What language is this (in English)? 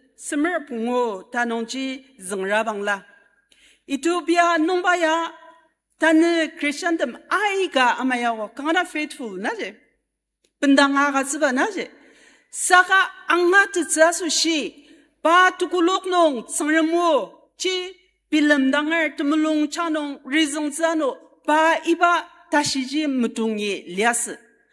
Ao Naga